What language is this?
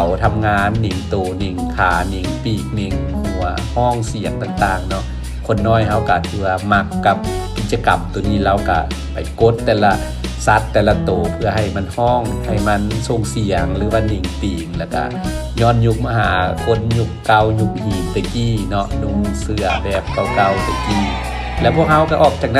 Lao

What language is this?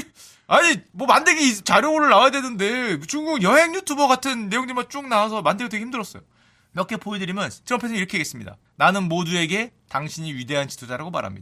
Korean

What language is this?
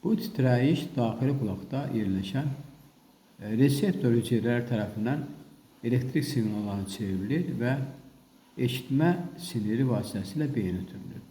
Azerbaijani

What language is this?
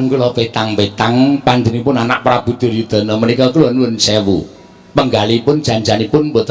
Javanese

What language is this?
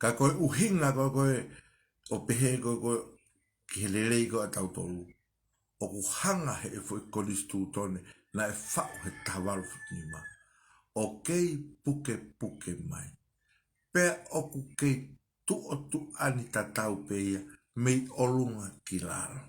Tongan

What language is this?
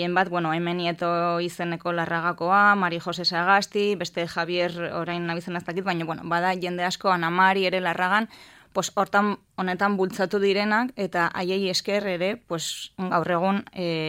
Basque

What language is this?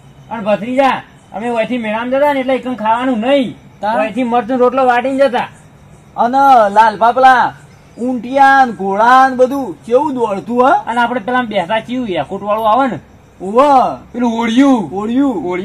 Gujarati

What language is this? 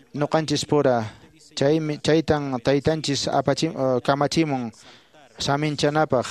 Quechua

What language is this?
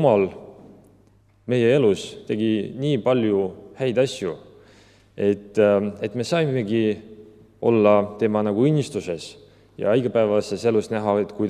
Estonian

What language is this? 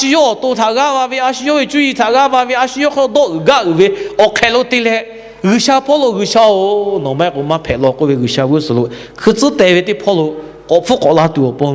Lahu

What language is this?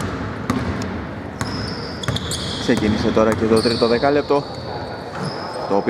Greek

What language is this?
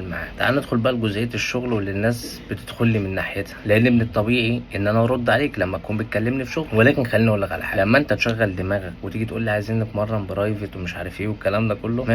Egyptian Arabic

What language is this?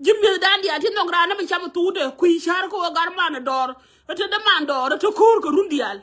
Nuer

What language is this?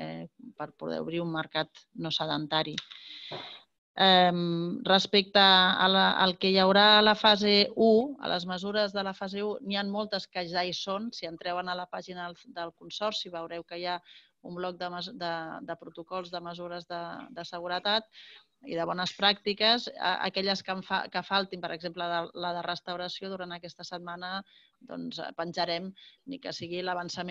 Catalan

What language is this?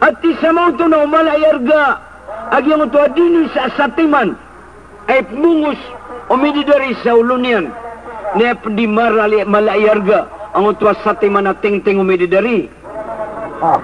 Maranao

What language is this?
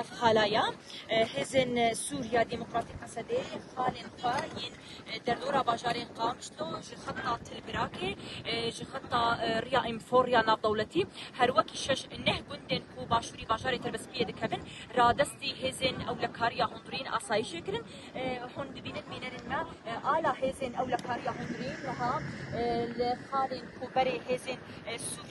Kurdish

